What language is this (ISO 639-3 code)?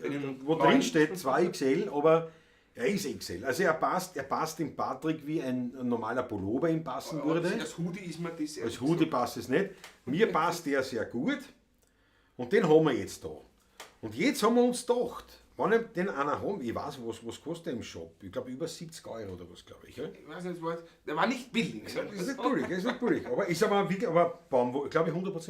bar